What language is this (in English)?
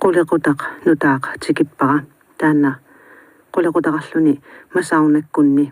Kalaallisut